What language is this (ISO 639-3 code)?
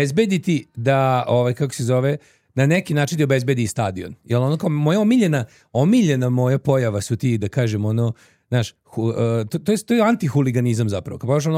srp